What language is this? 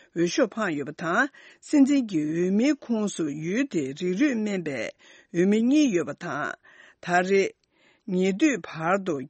Tibetan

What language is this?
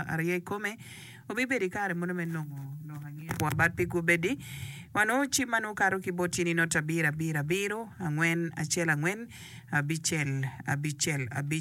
Acoli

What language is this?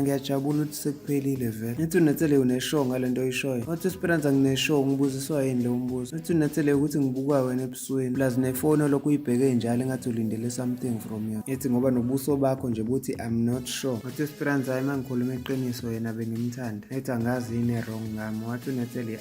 Zulu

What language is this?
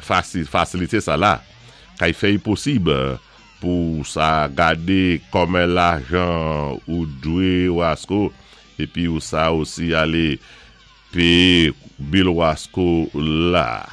Saint Lucian Creole French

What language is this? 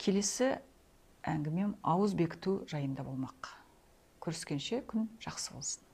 Kazakh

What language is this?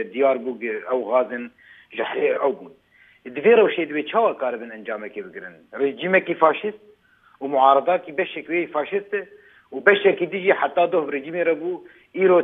Kurdish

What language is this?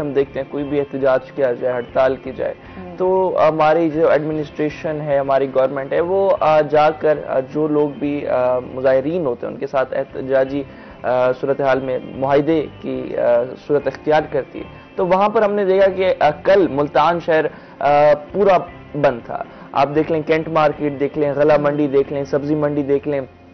Urdu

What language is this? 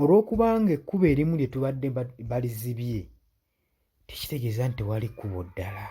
Ganda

